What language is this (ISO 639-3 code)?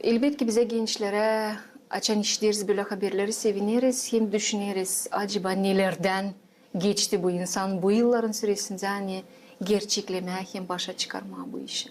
gag